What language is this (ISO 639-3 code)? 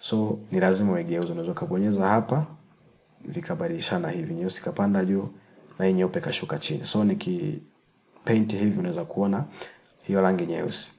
swa